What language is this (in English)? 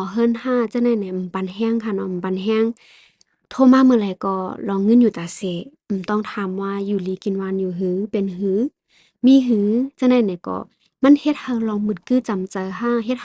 Shan